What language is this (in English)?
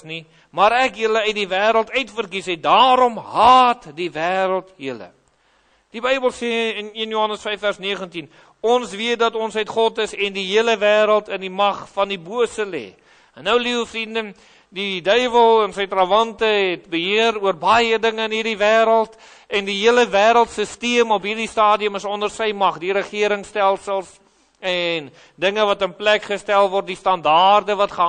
Afrikaans